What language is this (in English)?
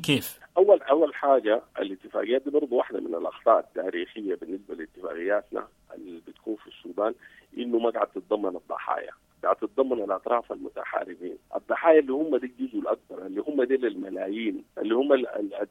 Sudanese Arabic